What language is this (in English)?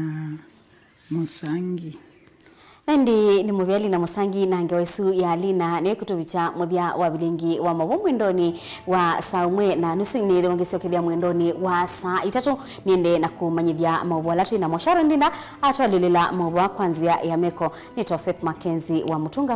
Kamba